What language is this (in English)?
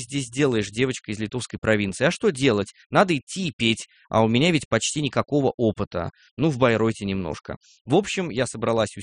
Russian